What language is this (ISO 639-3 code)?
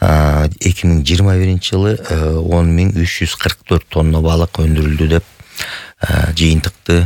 kir